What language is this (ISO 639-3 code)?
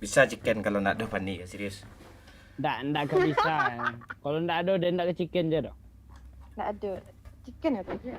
min